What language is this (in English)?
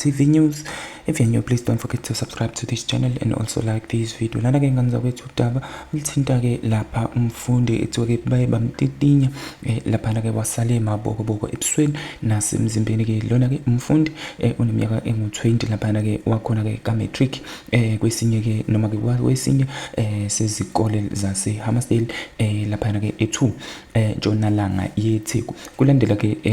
Zulu